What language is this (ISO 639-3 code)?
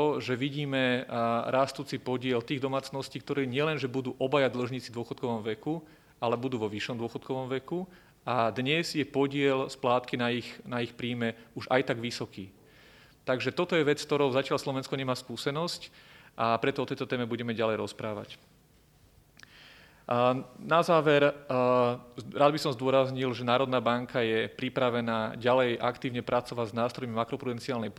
slk